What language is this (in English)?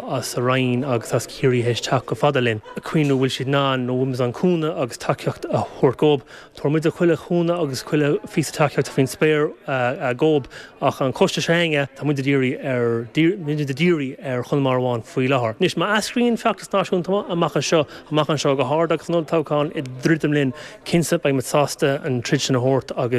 Irish